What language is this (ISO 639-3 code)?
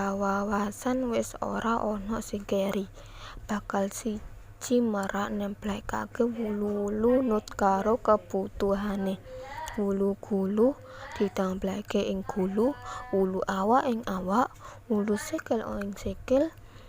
jav